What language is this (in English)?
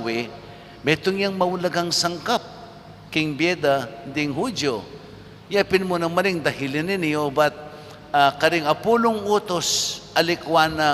Pampanga